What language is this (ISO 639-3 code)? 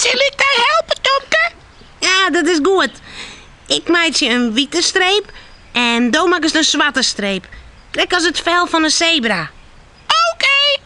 fry